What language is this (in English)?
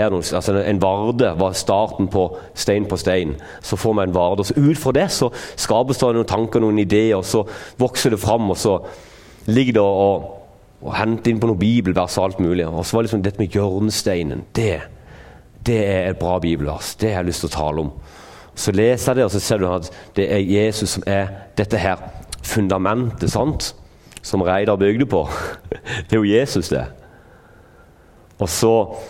Norwegian